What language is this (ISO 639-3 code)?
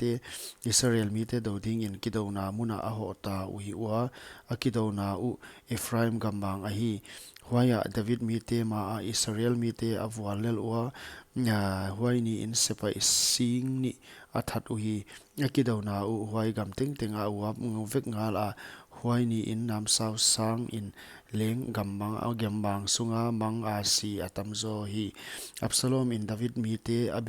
pck